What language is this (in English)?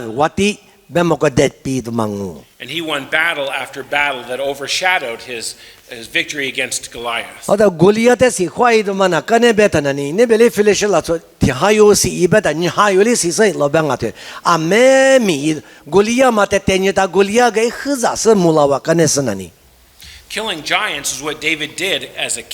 Lisu